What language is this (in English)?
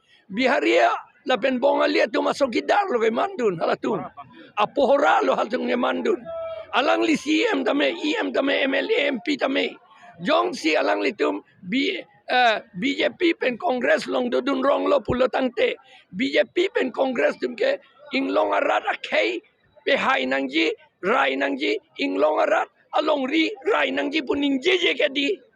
Karbi